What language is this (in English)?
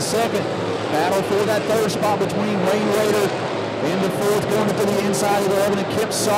English